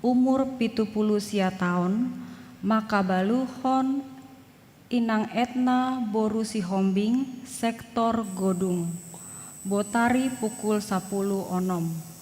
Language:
Batak Toba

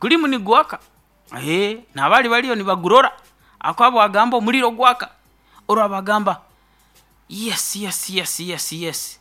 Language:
Nyoro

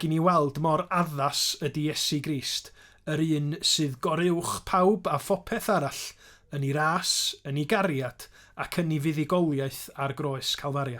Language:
Welsh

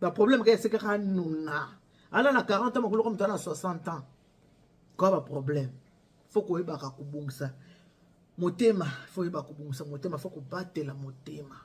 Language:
Lingala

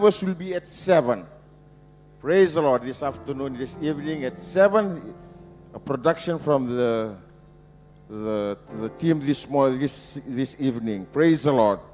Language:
Fijian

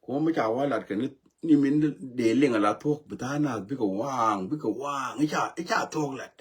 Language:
Nuer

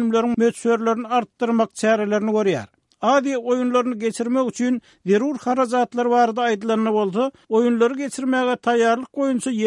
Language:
Turkmen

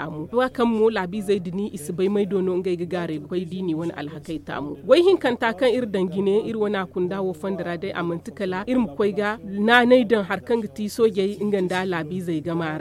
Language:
Zarma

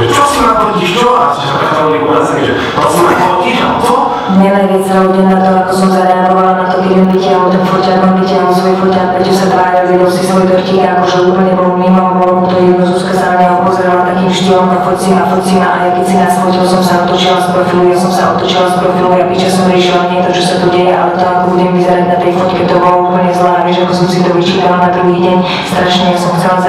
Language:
Slovak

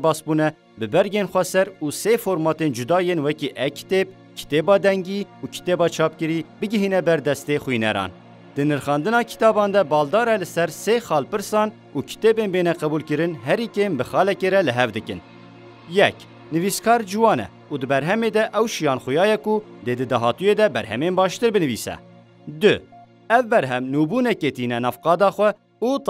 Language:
Kurdish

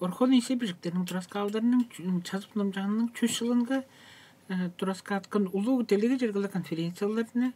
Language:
Tuvinian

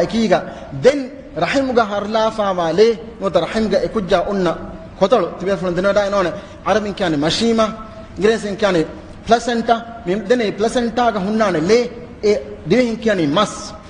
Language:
Divehi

